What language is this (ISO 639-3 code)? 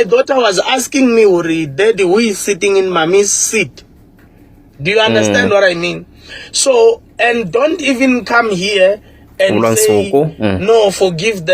tso